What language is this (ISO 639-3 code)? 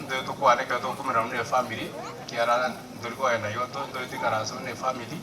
guz